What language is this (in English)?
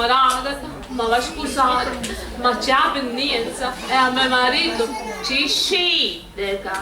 Sicilian